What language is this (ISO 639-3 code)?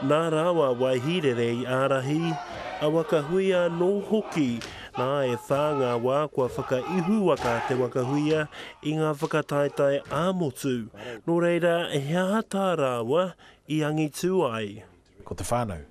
mri